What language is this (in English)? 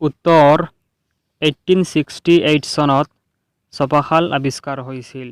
Assamese